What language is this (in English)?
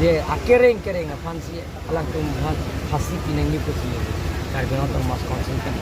Karbi